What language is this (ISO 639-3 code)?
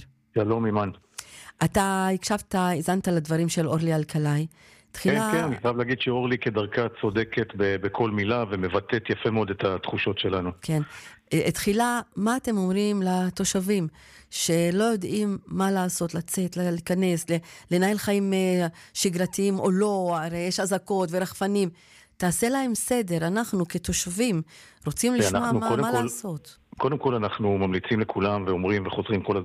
heb